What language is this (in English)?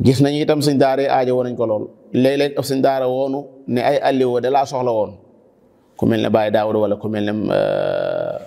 Wolof